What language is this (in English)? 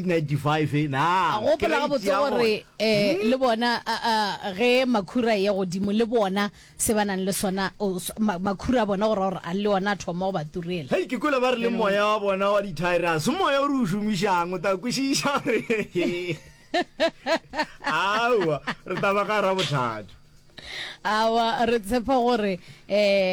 Northern Sotho